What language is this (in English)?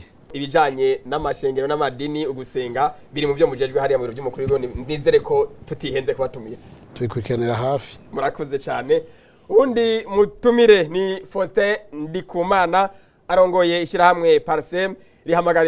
Rundi